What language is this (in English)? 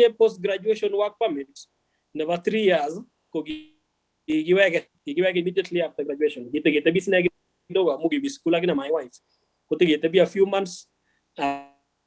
Kalenjin